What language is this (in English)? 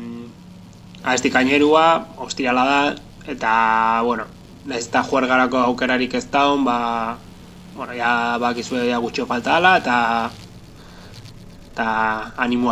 Basque